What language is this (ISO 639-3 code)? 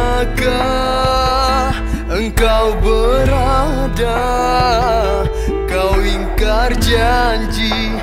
msa